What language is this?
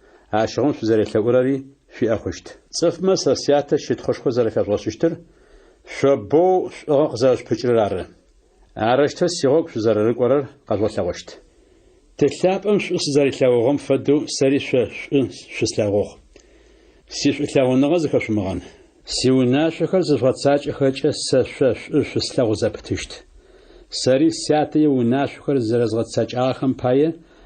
Adyghe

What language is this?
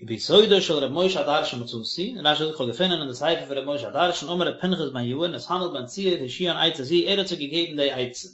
Yiddish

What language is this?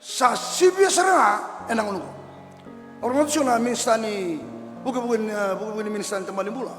Fijian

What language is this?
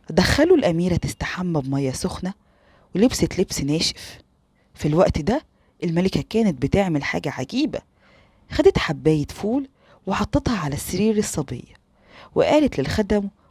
Egyptian Arabic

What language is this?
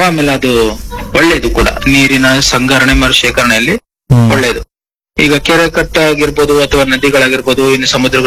Kannada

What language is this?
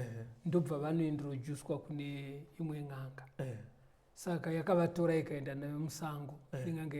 Shona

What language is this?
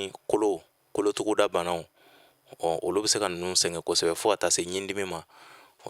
Bambara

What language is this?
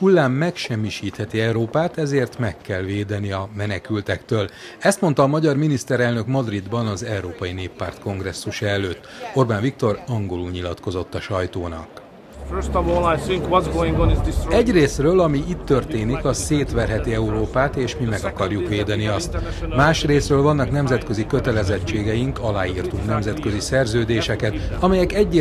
Hungarian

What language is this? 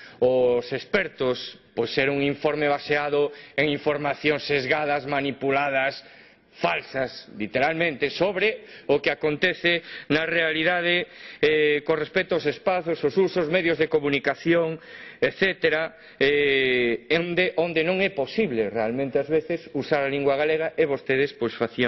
Galician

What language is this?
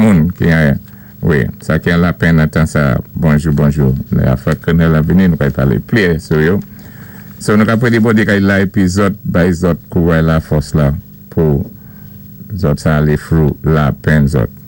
Saint Lucian Creole French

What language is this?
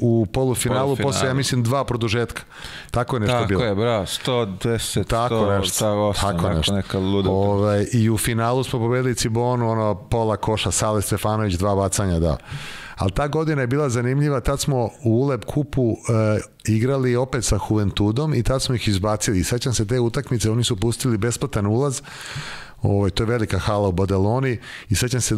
Serbian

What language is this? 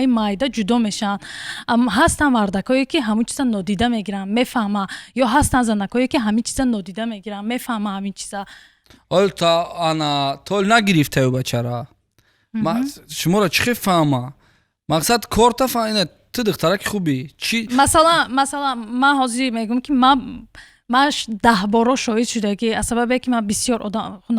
Tajik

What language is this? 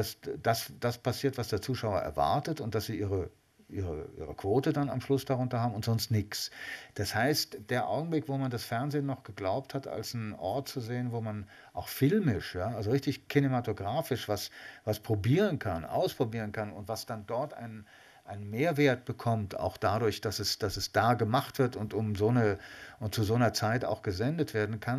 German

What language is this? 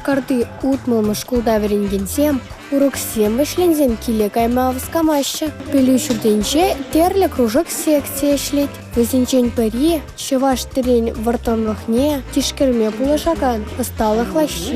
Chuvash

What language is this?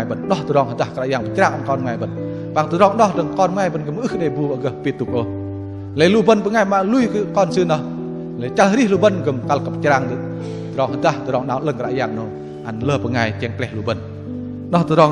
Bahnar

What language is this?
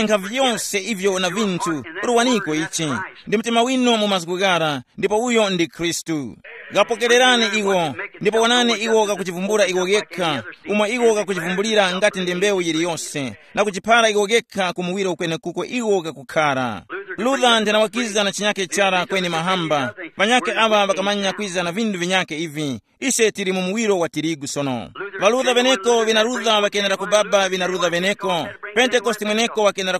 Tumbuka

